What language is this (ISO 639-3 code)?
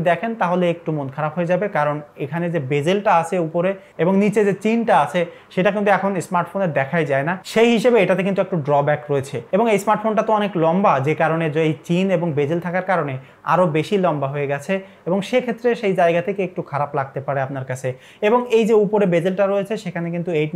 ben